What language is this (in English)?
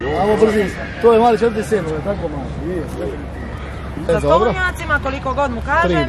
Croatian